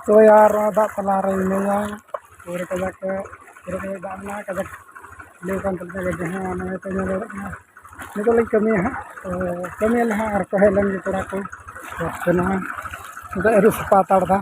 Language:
Santali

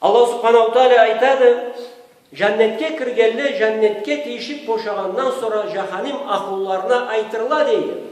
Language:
Karachay-Balkar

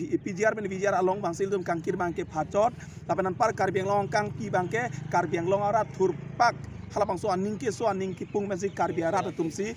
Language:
Karbi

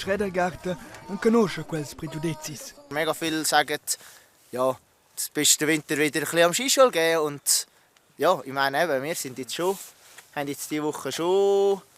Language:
Romansh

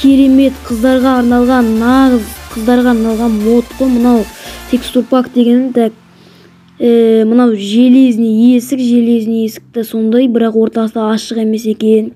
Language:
Kazakh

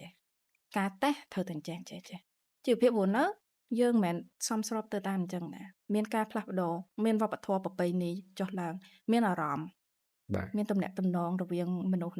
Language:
Khmer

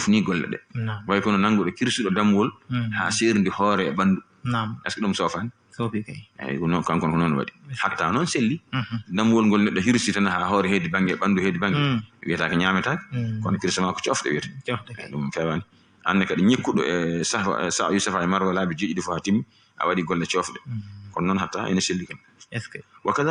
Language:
Fula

